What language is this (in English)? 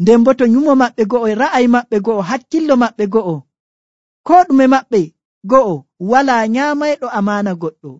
Nigerian Fulfulde